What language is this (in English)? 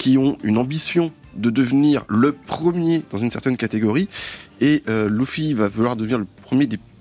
French